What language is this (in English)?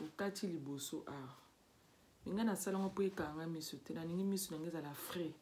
Lingala